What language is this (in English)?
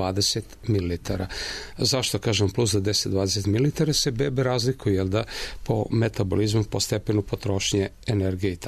Serbian